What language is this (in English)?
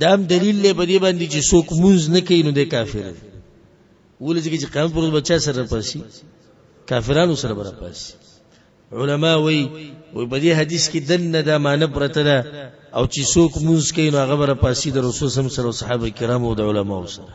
Pashto